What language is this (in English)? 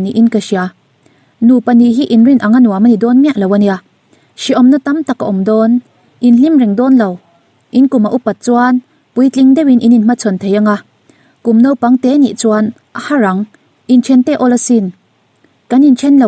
Mizo